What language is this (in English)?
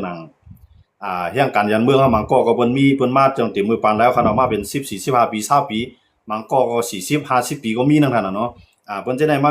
Shan